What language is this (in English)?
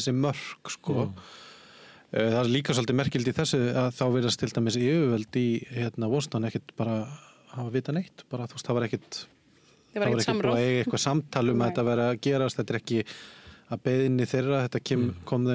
Icelandic